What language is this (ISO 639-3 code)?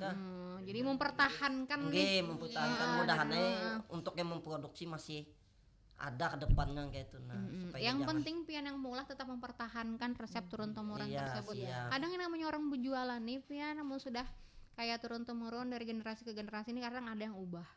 bjn